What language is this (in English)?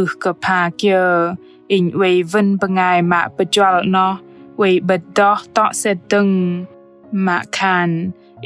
Bahnar